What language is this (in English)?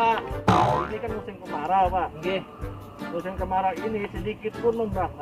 Banjar